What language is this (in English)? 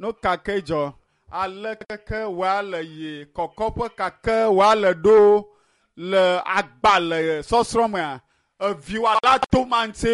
Ewe